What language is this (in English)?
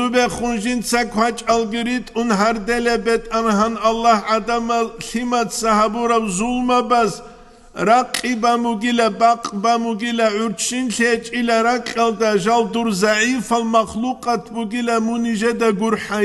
Avaric